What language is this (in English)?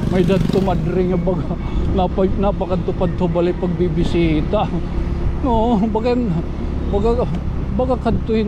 Waray